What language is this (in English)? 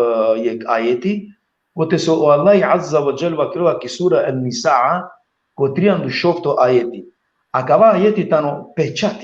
Balkan Romani